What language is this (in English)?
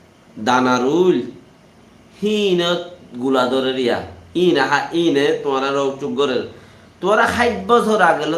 Rohingya